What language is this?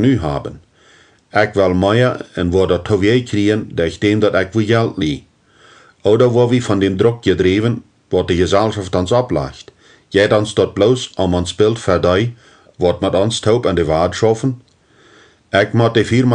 Plautdietsch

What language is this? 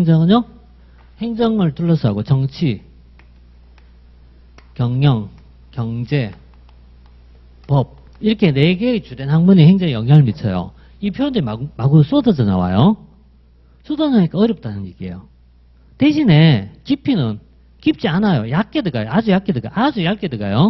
Korean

